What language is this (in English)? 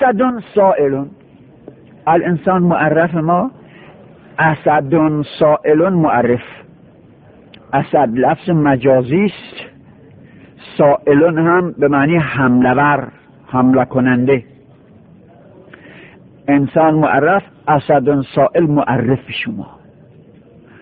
Persian